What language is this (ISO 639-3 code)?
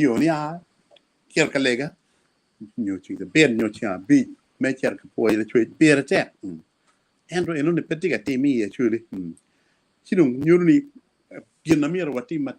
ach